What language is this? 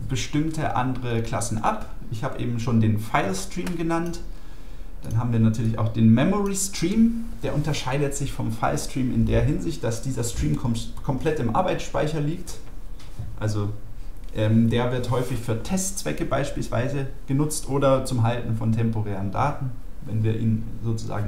German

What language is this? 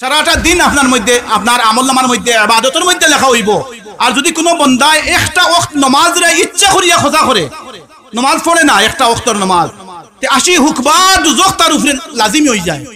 Sylheti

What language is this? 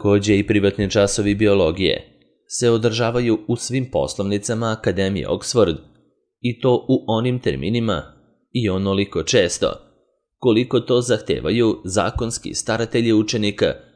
Serbian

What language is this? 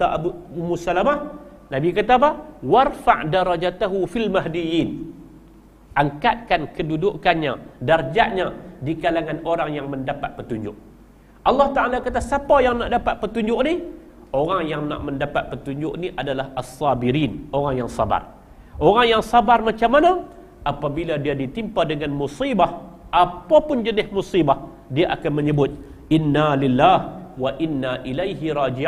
Malay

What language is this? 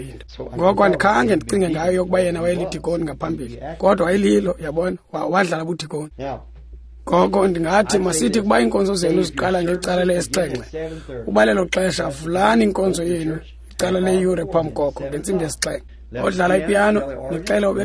Xhosa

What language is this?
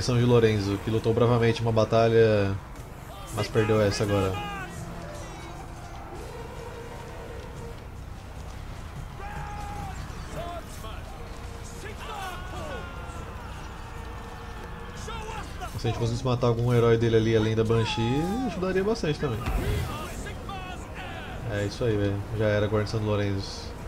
Portuguese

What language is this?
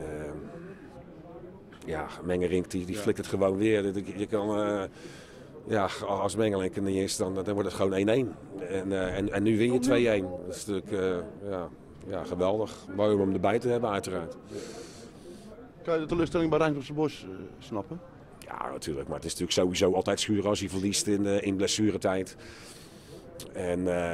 Dutch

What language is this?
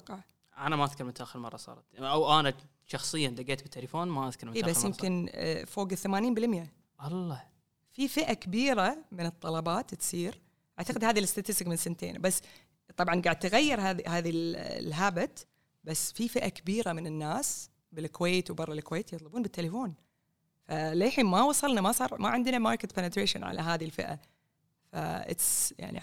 Gulf Arabic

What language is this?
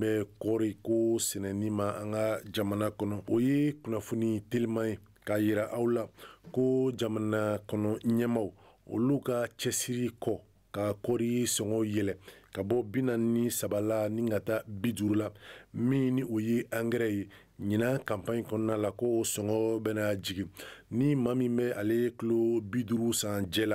Bambara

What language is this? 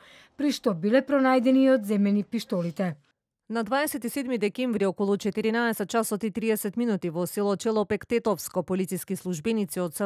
Macedonian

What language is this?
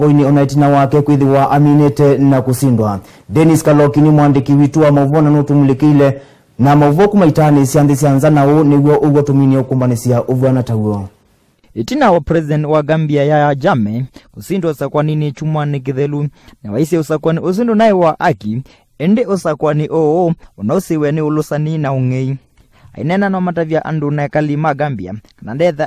Kamba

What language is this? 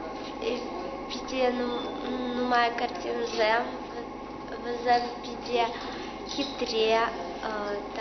Chuvash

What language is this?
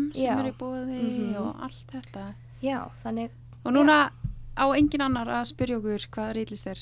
Icelandic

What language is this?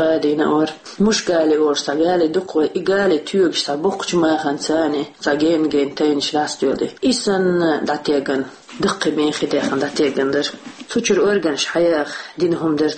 Chechen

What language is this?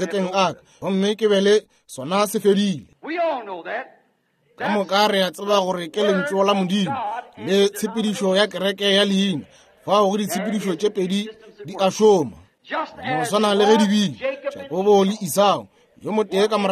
Northern Sotho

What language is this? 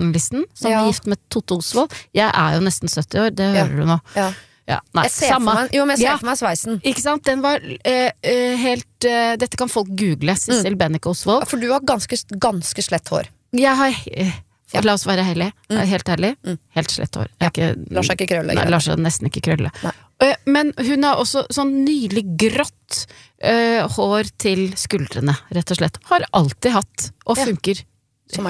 Norwegian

